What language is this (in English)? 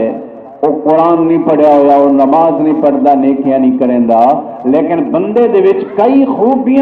Saraiki